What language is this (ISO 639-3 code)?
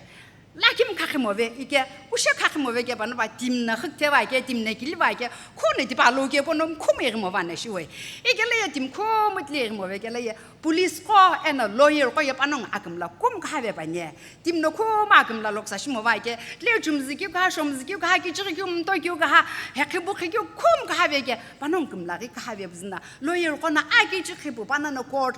nsm